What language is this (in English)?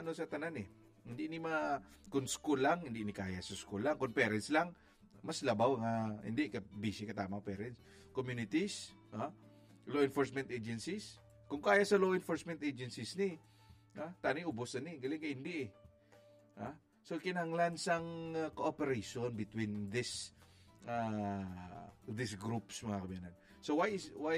Hiligaynon